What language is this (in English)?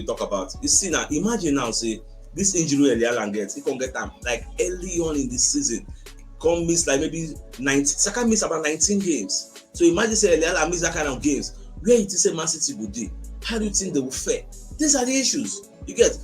Nigerian Pidgin